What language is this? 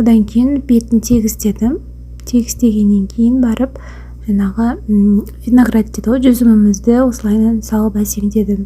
Kazakh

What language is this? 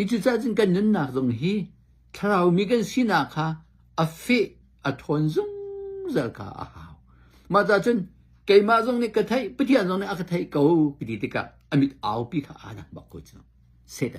Hakha Chin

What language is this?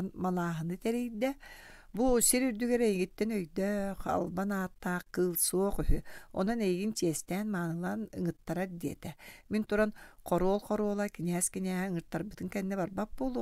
Yakut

